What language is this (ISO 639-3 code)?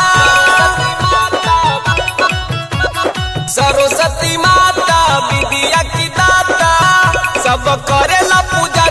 bho